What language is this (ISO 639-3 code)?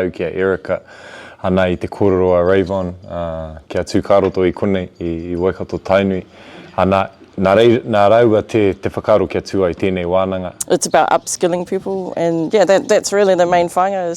mri